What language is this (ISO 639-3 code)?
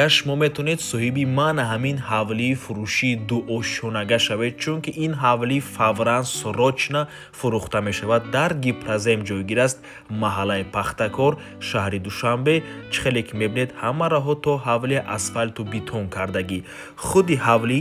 tgk